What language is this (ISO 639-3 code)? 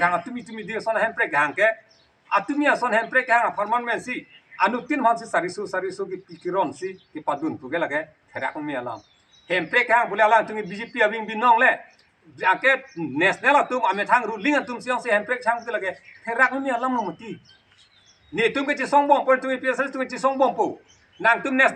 mjw